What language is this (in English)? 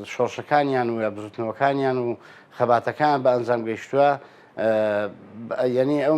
Central Kurdish